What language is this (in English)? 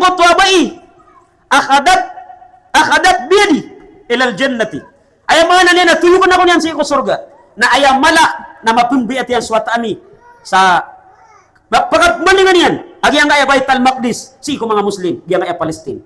Maranao